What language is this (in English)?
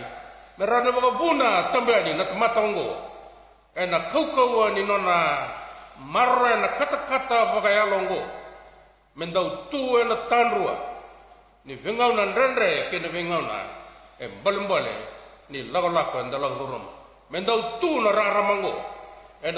Fijian